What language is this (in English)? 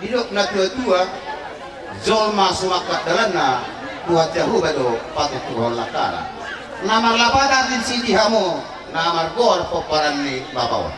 Batak Toba